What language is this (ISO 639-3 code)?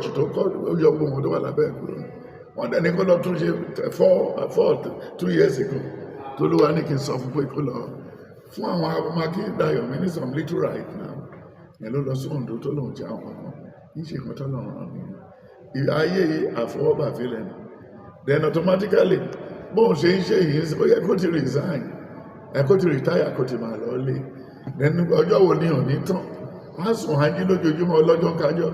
yor